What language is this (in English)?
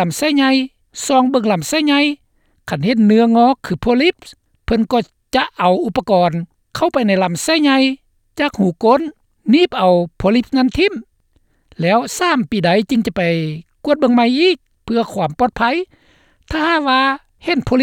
Lao